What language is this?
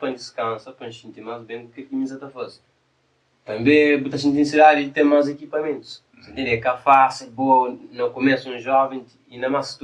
Kabuverdianu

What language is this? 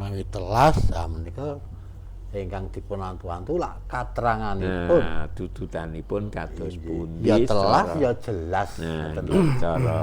Javanese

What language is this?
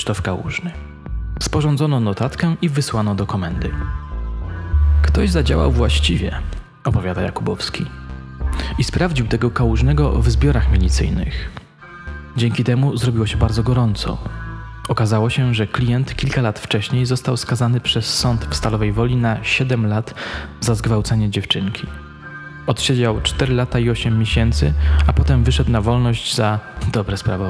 Polish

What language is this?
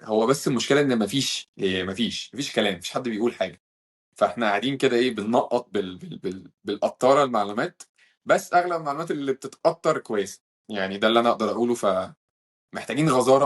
Egyptian Arabic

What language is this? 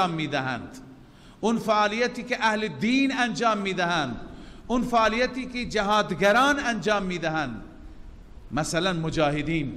Persian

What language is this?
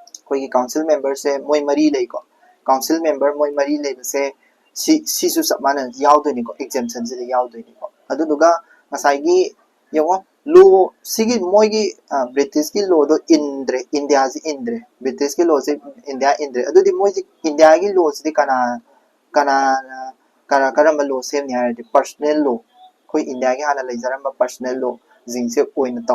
Manipuri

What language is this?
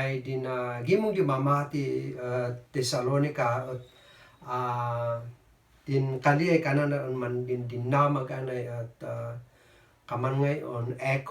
Kankanaey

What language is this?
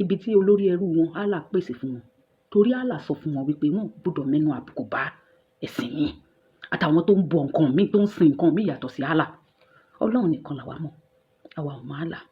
Yoruba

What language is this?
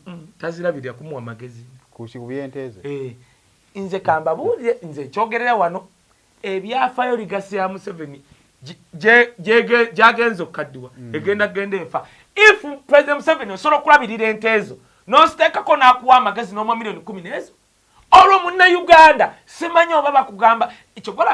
Ganda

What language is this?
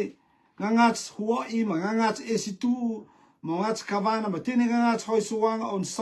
Rotuman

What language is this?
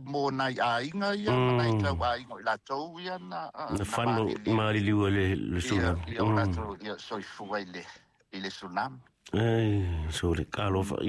Samoan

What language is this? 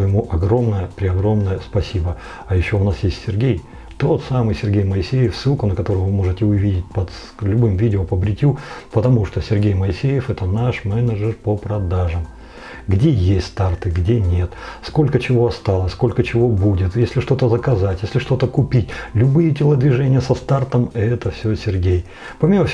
Russian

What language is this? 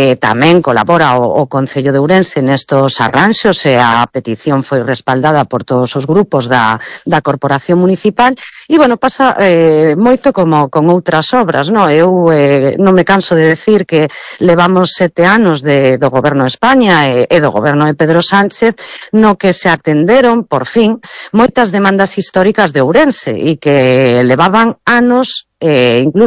Galician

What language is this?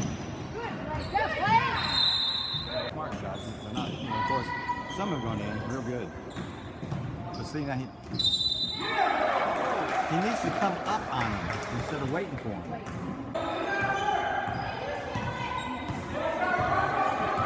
English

